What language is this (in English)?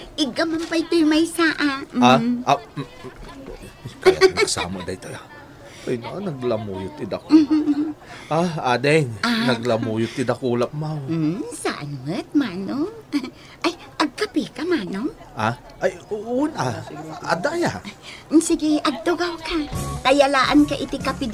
Iloko